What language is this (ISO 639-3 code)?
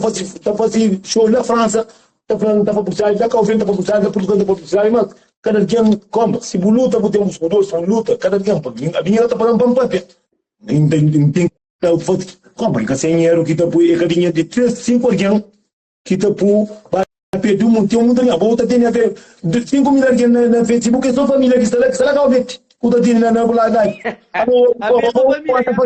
kea